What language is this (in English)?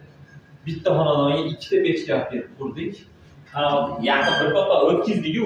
Uzbek